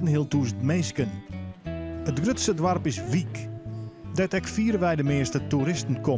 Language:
Western Frisian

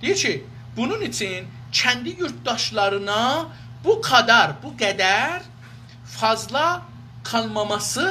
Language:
South Azerbaijani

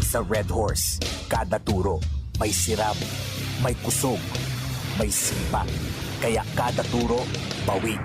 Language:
Bikol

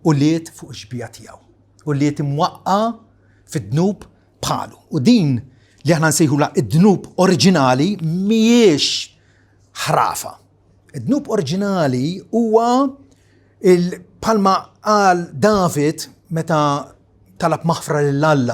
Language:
Maltese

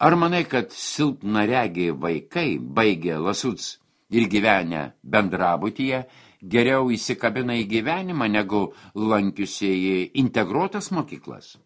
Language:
Lithuanian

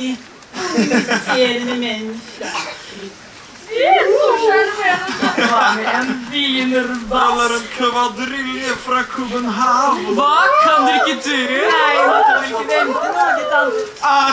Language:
Norwegian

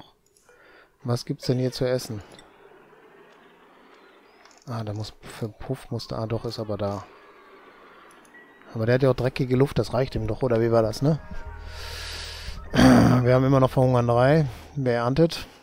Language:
German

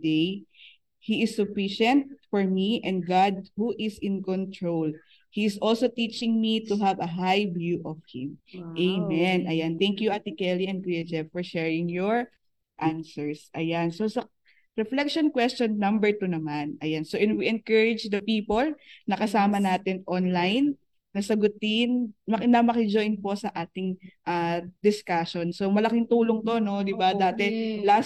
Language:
Filipino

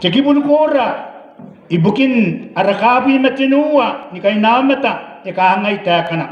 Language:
Gilbertese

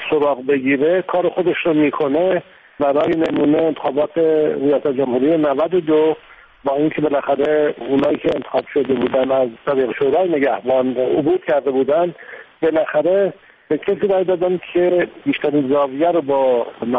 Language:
Persian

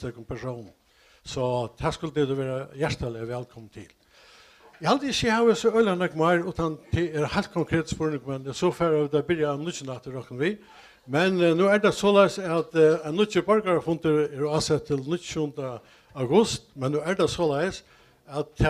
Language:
Faroese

